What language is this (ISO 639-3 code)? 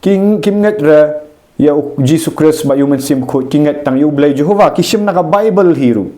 kha